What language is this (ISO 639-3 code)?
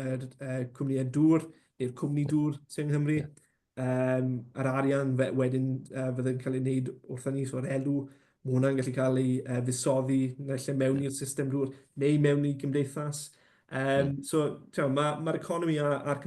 cym